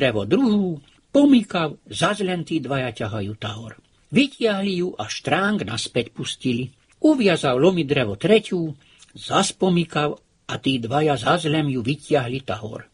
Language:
Slovak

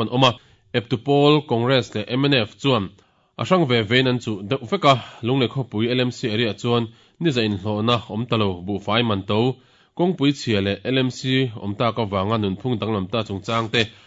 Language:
Mizo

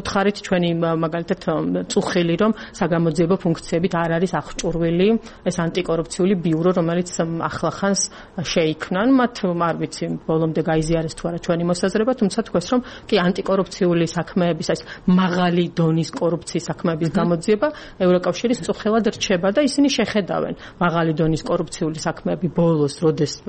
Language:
Georgian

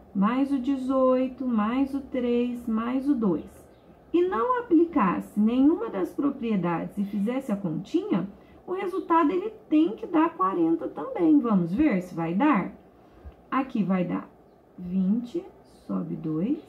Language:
Portuguese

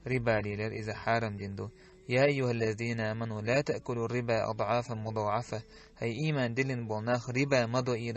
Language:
Chechen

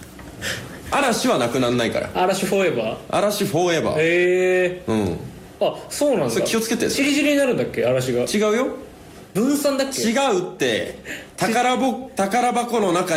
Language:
Japanese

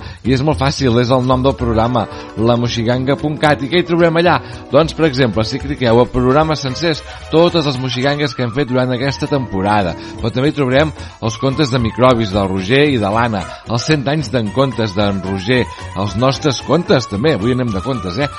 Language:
Catalan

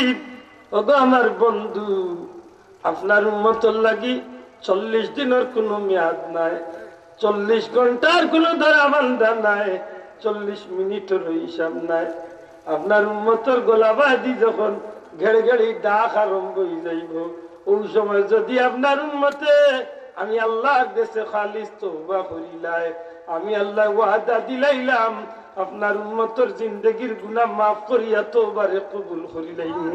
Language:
Sylheti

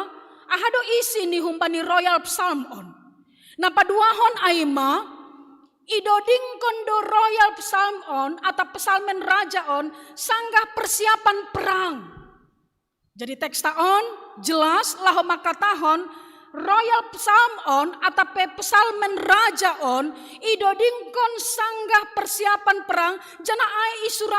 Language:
Batak Simalungun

